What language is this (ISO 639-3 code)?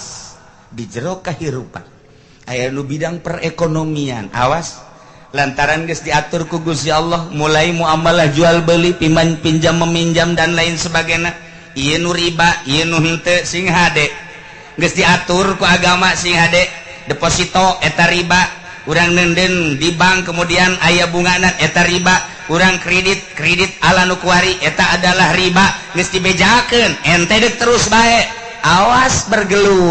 sun